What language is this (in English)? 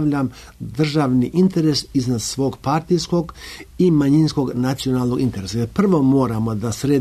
Serbian